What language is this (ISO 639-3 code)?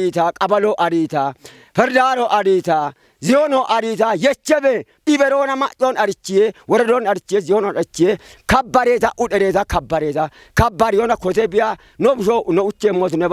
kbr